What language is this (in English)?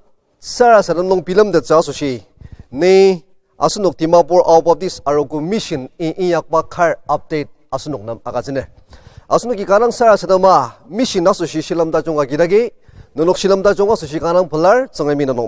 Ao Naga